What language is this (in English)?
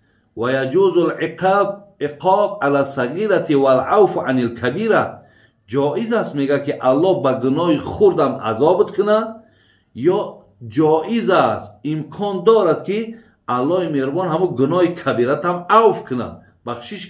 Tajik